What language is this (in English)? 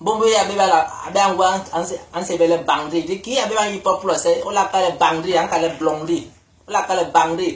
Basaa